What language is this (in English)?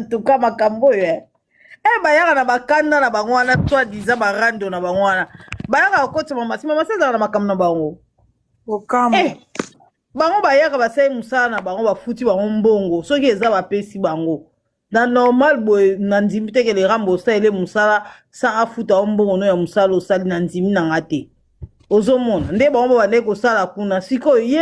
Lingala